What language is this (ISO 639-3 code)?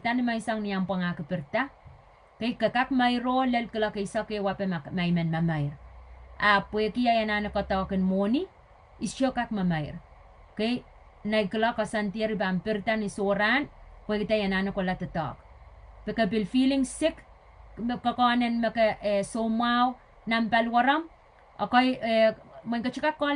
pon